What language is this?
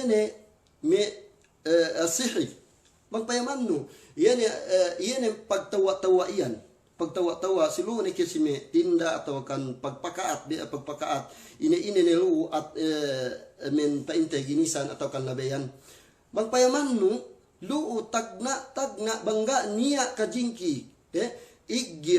Yakan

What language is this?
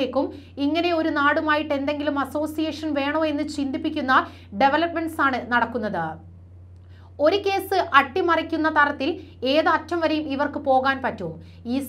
Malayalam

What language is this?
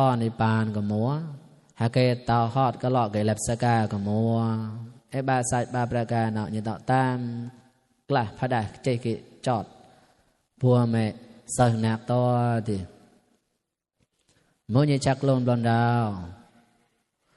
Mon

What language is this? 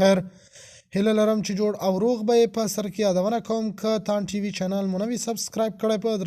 Pashto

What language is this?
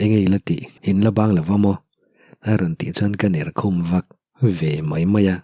Mizo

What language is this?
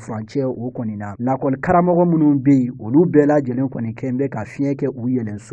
Bambara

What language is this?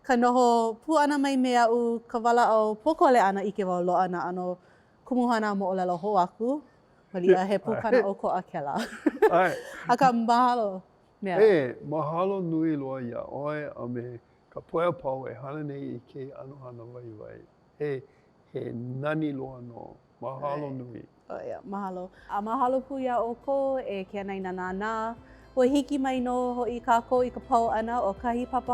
Hawaiian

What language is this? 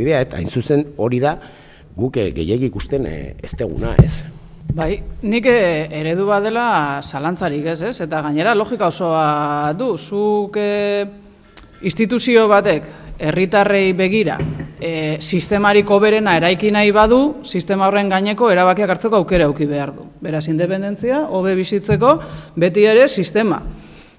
Basque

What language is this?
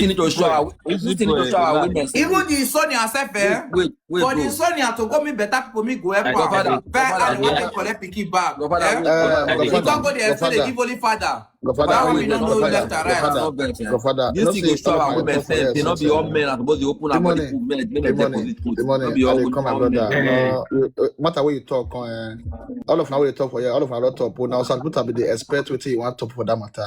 Nigerian Pidgin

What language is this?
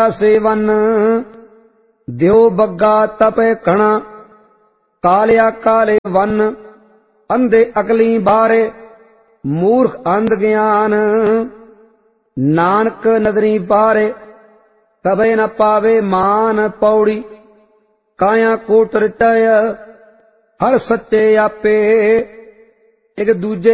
Punjabi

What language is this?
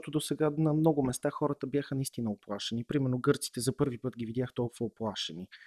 Bulgarian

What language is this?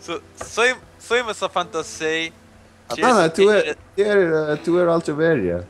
Faroese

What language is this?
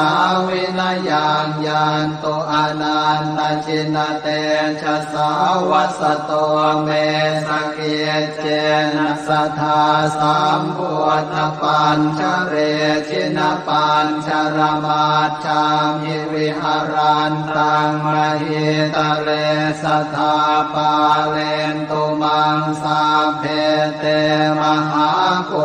Pali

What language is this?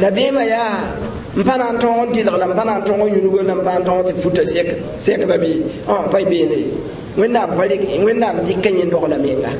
Mossi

